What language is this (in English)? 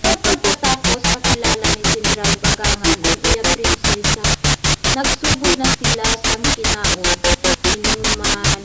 Hiligaynon